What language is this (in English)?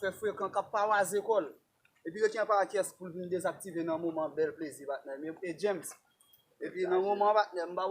Haitian Creole